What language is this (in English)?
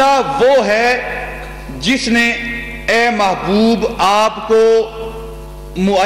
Urdu